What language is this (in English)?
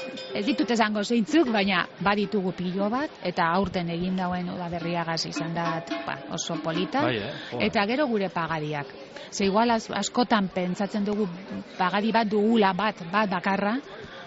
Basque